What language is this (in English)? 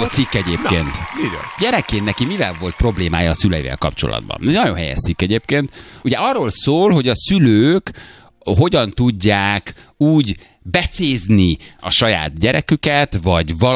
Hungarian